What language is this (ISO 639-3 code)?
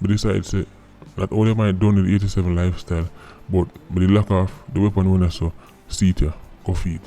jam